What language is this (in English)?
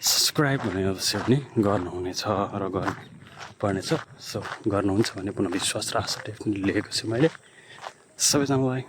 Nepali